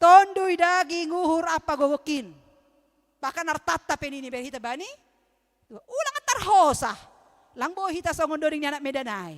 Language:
Batak Simalungun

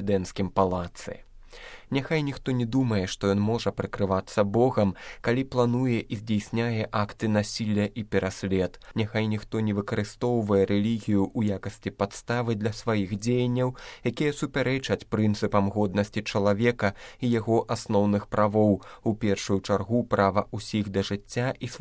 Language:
Belarusian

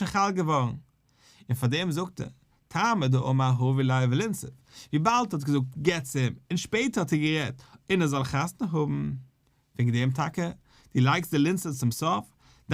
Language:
Yiddish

